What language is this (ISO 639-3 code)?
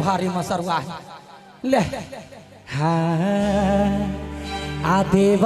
mai